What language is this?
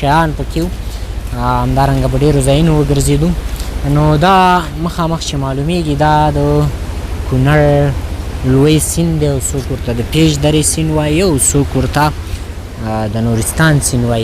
Pashto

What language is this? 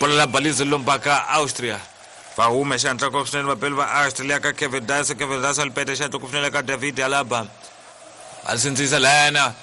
Tsonga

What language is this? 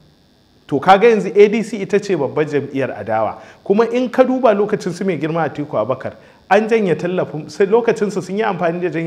Hausa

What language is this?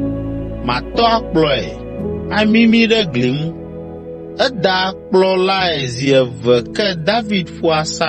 Ewe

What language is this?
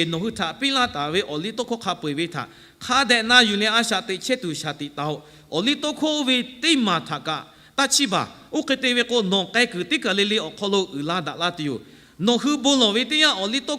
Lahu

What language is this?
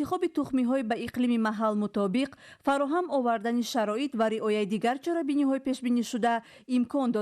Tajik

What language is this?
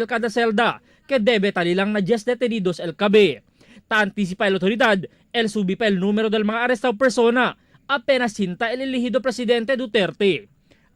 Chavacano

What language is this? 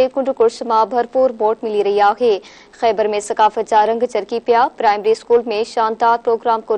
Sindhi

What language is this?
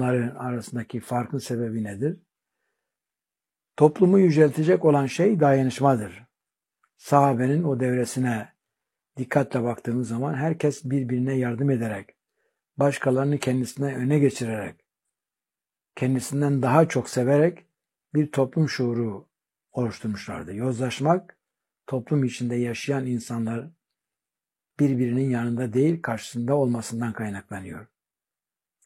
Turkish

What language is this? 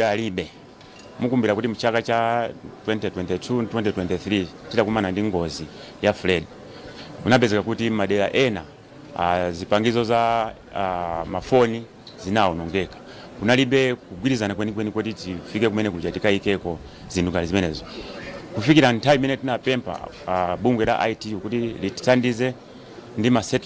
Nyanja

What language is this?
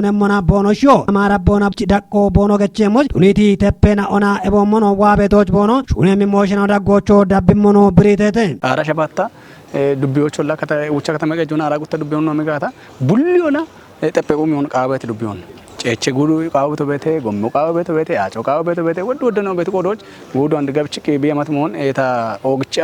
Kafa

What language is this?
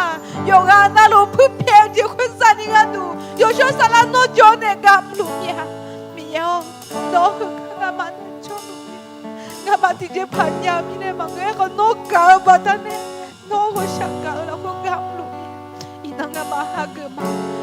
Akha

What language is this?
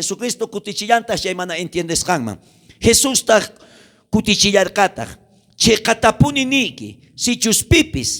South Bolivian Quechua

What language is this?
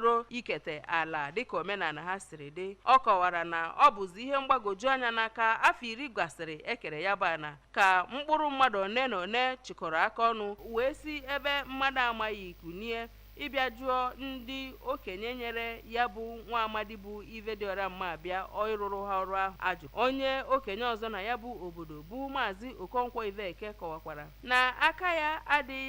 Igbo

